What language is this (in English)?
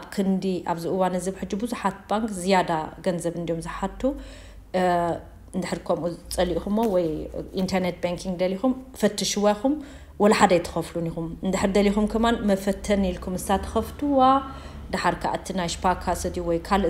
Tigrinya